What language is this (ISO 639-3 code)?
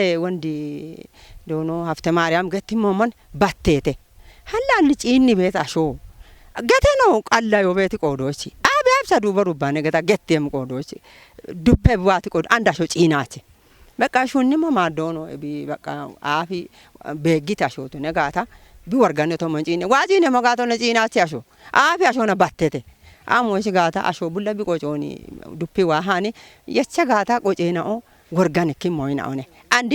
kbr